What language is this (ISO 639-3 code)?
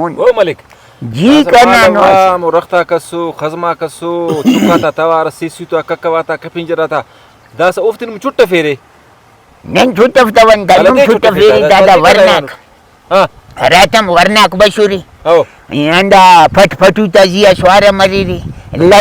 brh